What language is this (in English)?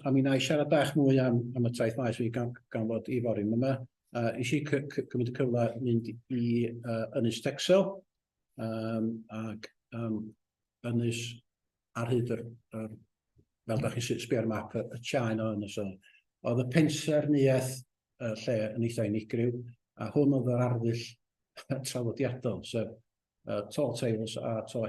Welsh